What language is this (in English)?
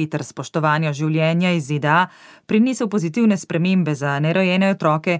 Slovenian